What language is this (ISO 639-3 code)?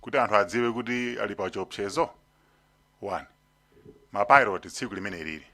nya